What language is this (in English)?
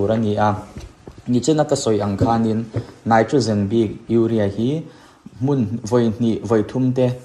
Mizo